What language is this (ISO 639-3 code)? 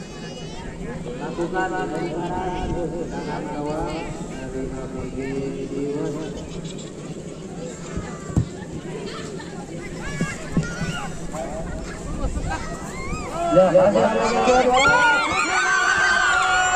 ind